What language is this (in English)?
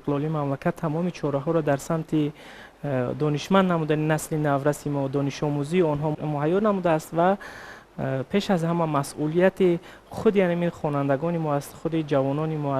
Tajik